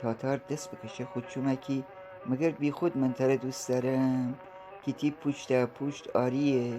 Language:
Gilaki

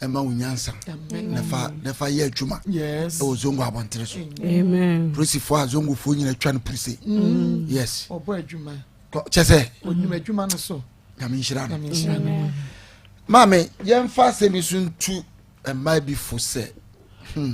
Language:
Akan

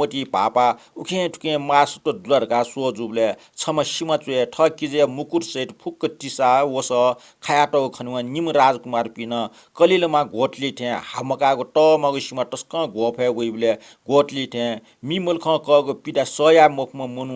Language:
Newari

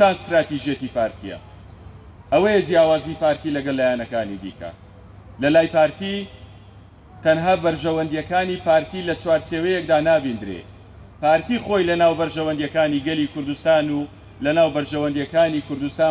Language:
Central Kurdish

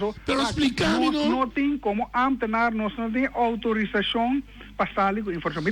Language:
Papiamento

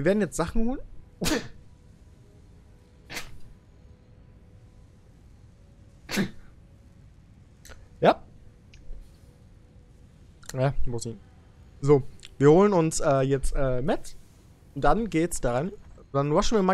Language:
German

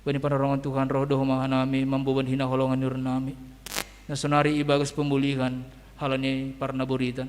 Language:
Batak Simalungun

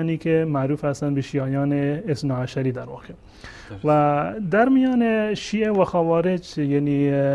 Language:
Persian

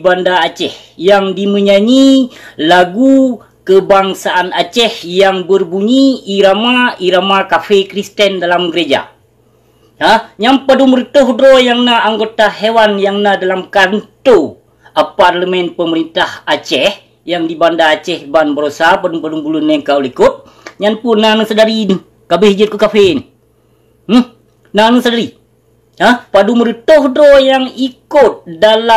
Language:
Achinese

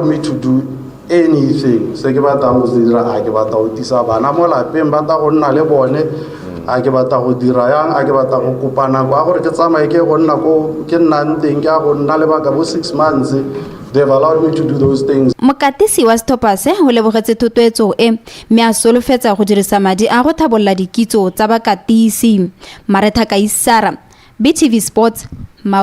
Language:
Tswana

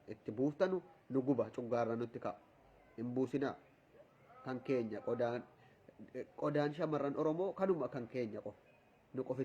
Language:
Oromo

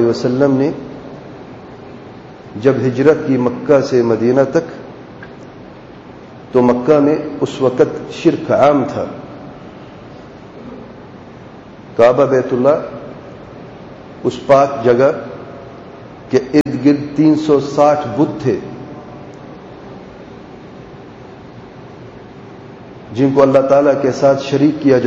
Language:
Urdu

